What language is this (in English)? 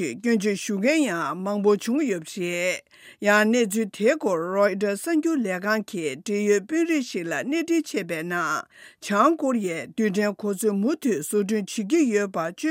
Tibetan